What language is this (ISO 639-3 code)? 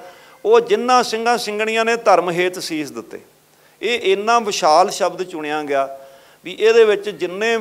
pan